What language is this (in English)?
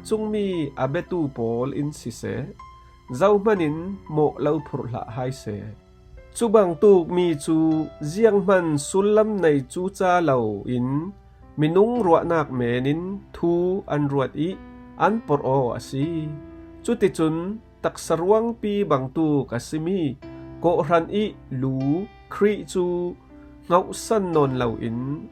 Falam Chin